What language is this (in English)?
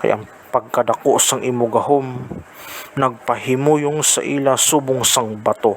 Hiligaynon